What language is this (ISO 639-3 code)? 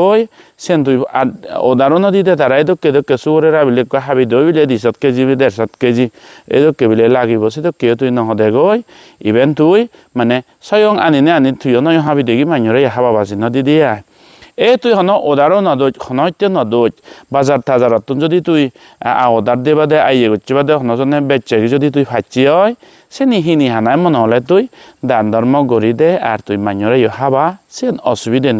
ccp